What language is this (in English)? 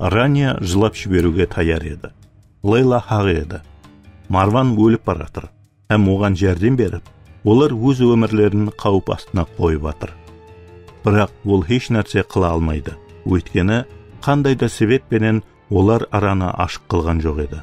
Kara-Kalpak